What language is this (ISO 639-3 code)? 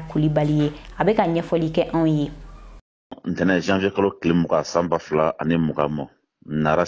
bam